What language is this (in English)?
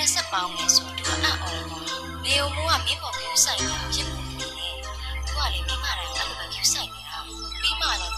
Burmese